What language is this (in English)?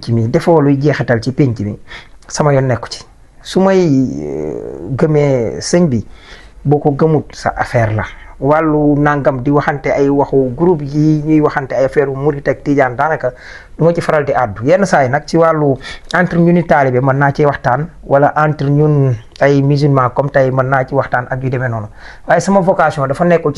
Wolof